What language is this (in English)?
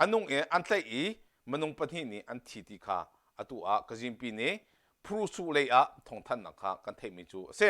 Hakha Chin